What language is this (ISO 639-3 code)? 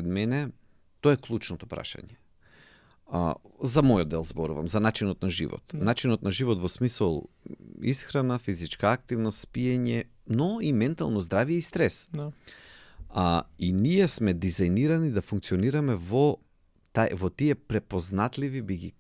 mkd